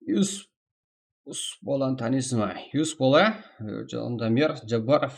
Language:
Kara-Kalpak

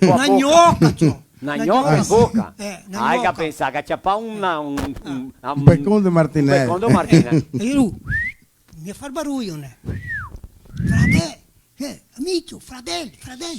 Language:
Venetian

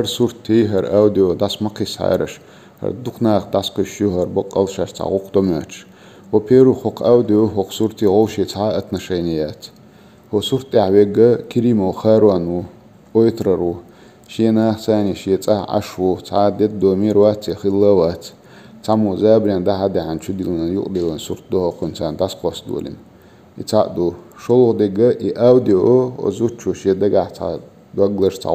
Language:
Chechen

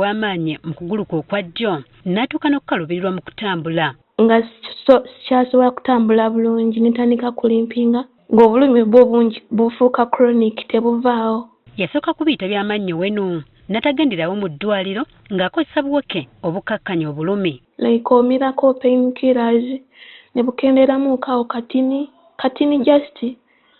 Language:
Ganda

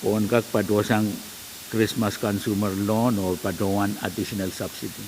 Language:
Pohnpeian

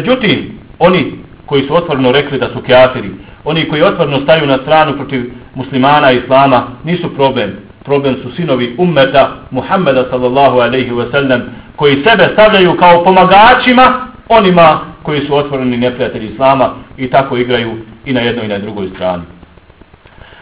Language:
Bosnian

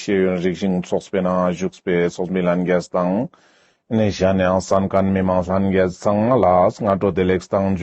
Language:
Ladakhi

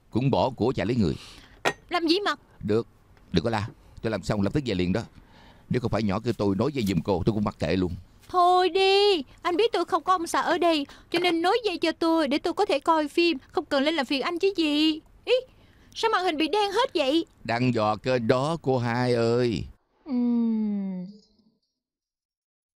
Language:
Vietnamese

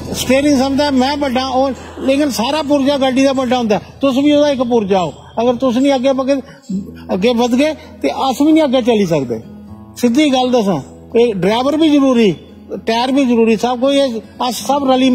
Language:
Dogri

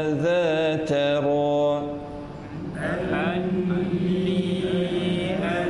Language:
Malay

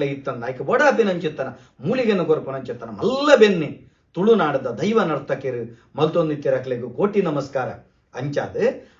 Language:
Tulu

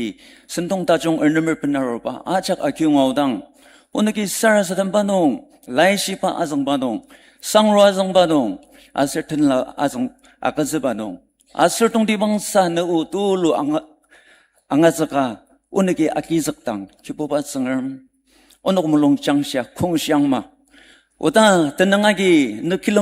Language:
Ao Naga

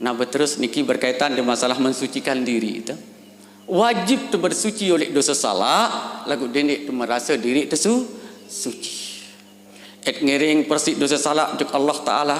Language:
Sasak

